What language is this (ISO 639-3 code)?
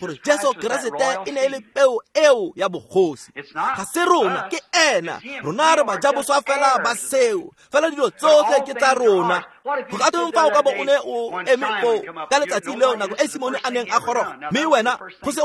tsn